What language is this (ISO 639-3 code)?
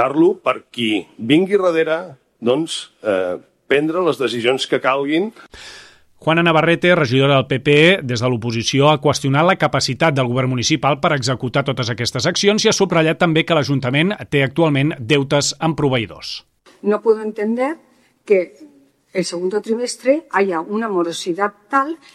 cat